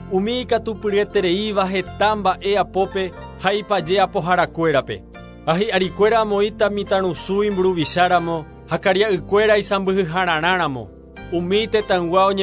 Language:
Guarani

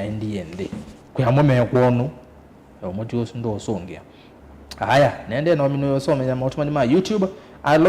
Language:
Kamba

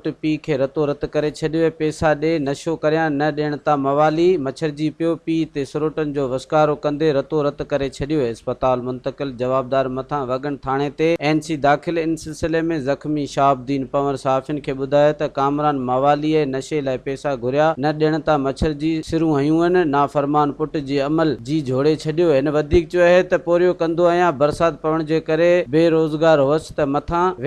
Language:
Sindhi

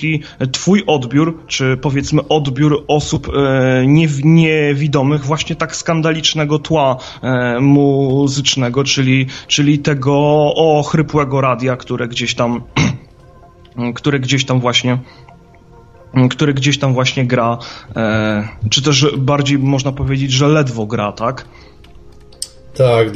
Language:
Polish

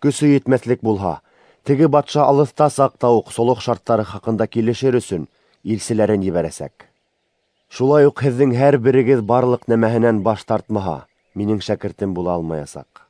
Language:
Bashkir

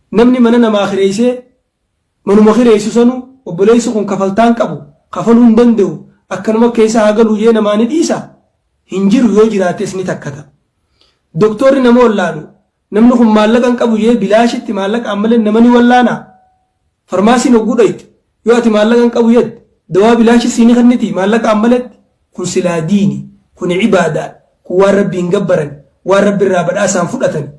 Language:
Oromo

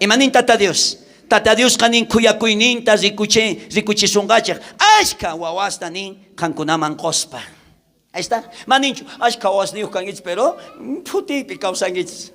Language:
South Bolivian Quechua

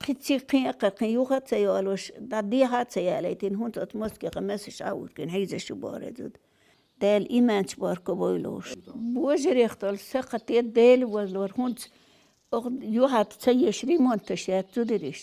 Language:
Chechen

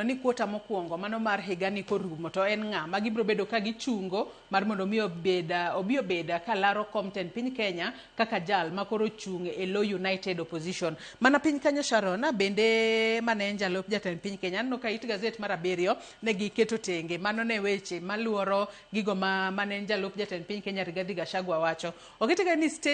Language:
Luo (Kenya and Tanzania)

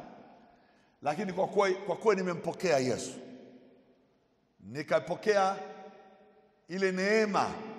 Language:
Swahili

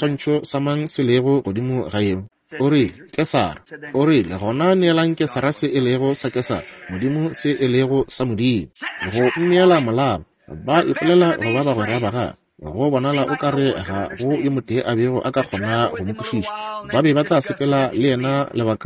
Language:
Northern Sotho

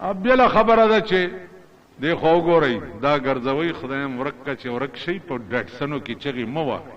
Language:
Pashto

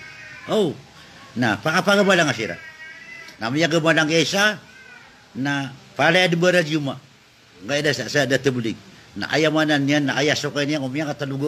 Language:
Maranao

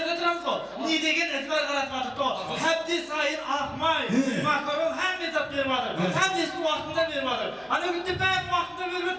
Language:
Kara-Kalpak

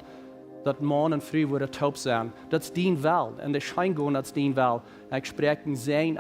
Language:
Plautdietsch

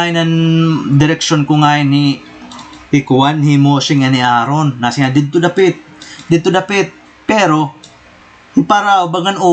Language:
Waray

